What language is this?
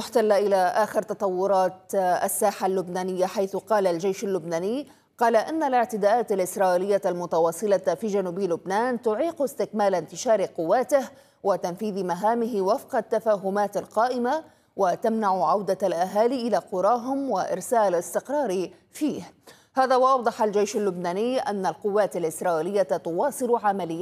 Arabic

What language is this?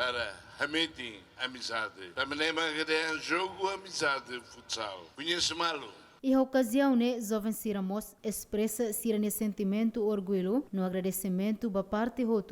Tetum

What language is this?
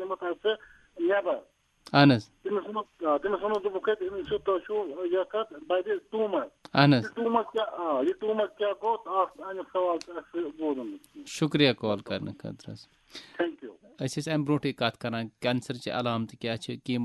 Kashmiri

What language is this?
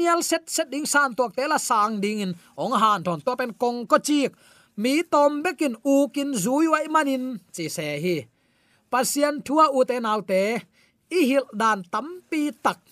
Tedim Chin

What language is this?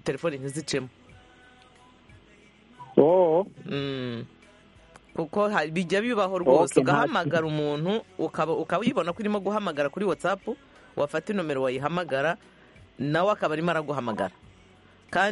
Kinyarwanda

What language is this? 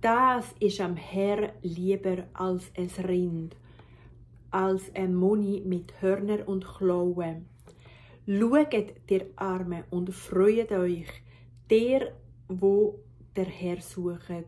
Swiss German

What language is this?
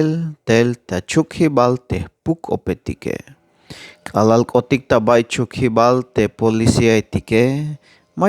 Tzeltal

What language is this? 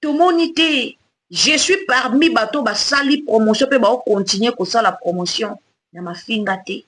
Lingala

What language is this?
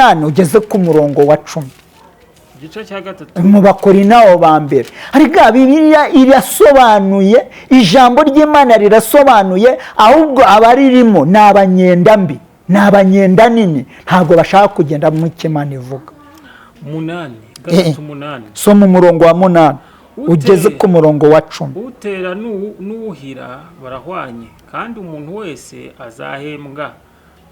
Kinyarwanda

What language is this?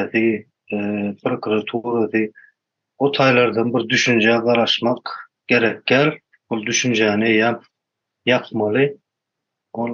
Turkmen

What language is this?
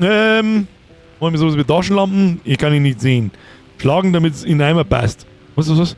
Bavarian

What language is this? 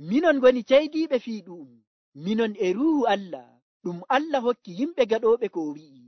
Nigerian Fulfulde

